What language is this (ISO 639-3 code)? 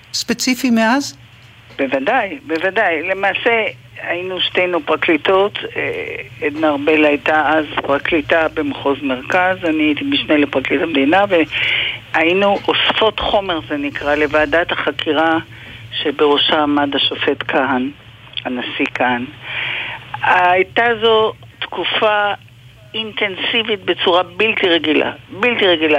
heb